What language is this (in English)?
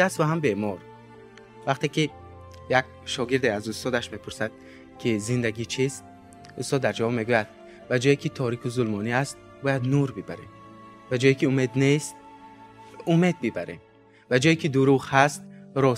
Tajik